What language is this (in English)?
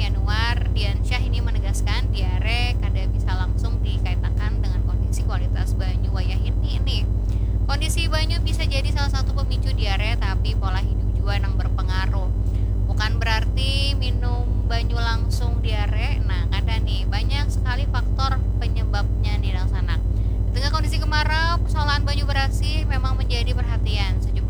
Banjar